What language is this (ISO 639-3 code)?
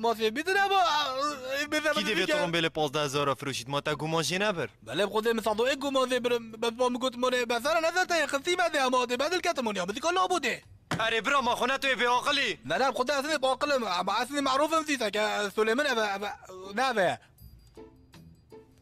kur